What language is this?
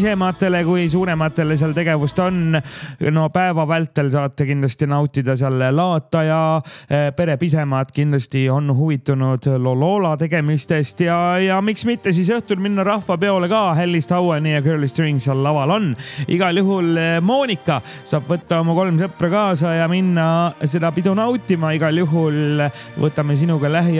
Estonian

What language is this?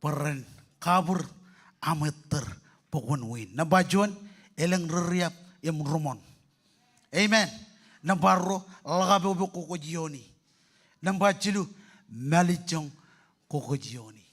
Marshallese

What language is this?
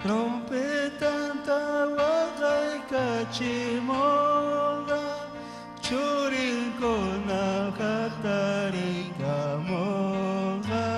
Ayacucho Quechua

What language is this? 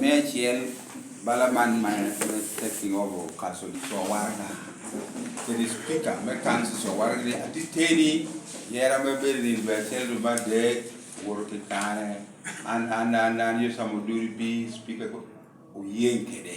Lango (Uganda)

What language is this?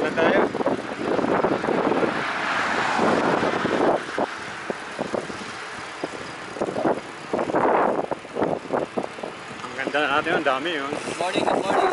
Filipino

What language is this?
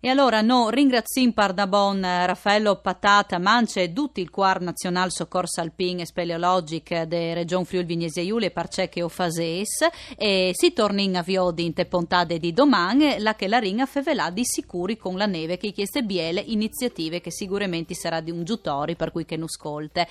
Friulian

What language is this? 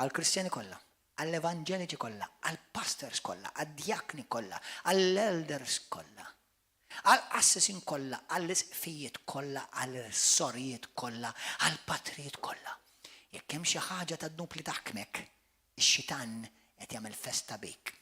Maltese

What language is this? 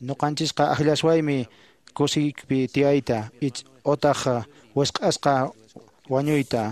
Quechua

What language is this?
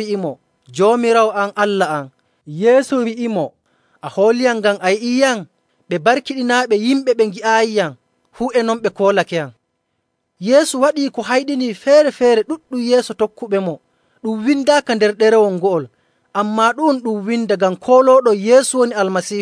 Nigerian Fulfulde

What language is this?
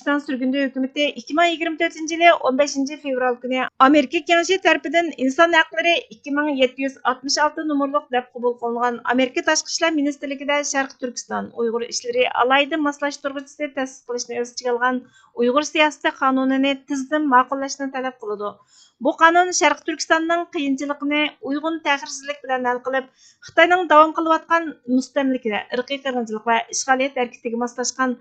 Uyghur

